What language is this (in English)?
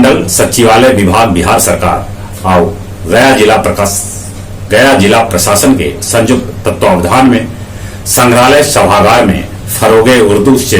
Magahi